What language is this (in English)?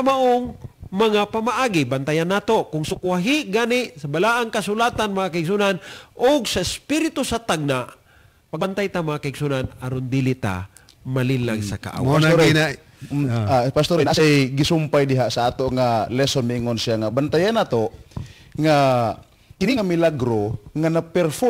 Cebuano